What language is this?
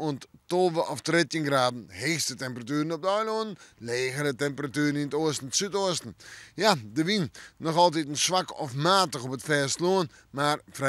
Western Frisian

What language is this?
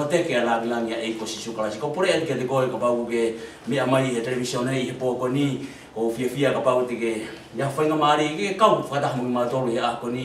Tongan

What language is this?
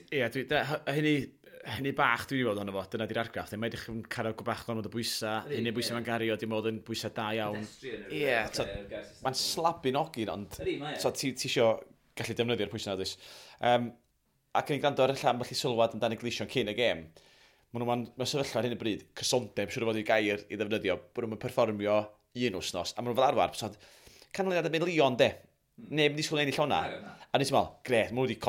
Welsh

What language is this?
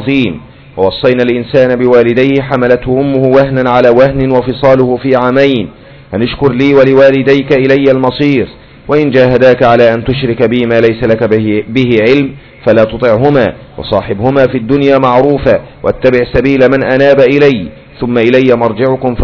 Arabic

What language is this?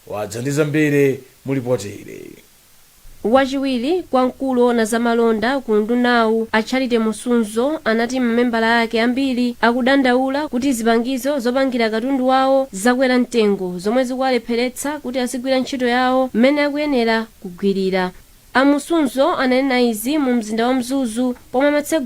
Nyanja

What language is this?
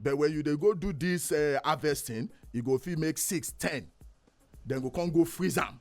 Nigerian Pidgin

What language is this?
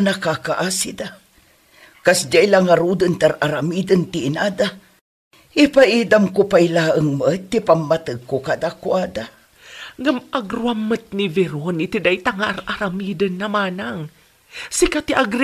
Iloko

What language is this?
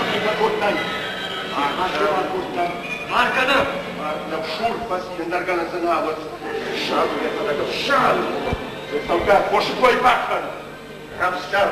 Ossetic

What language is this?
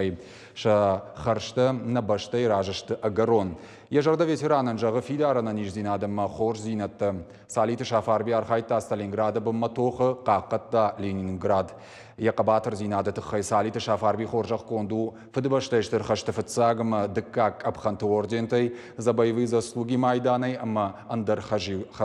Ossetic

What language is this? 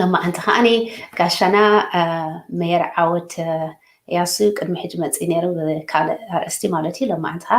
Tigrinya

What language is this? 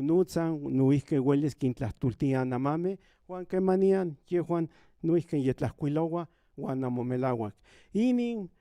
Central Nahuatl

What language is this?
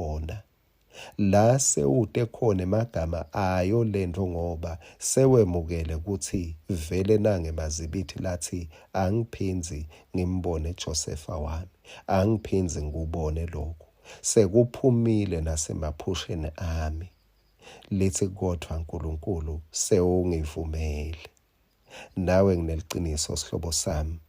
Swati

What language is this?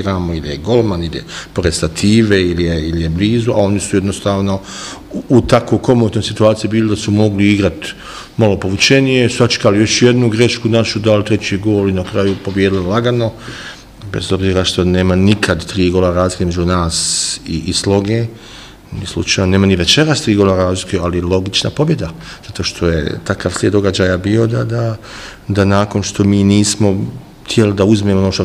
Bosnian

